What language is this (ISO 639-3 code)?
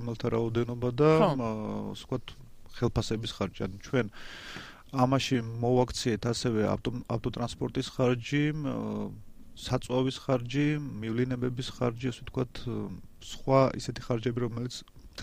kat